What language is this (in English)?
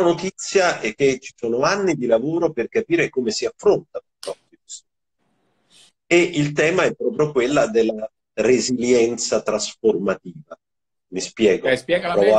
Italian